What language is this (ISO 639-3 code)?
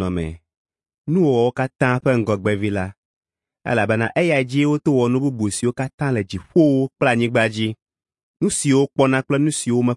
ewe